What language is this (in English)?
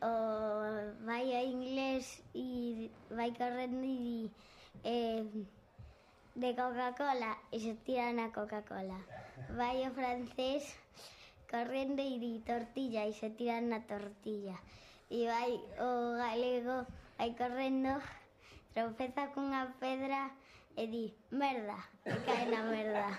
Galician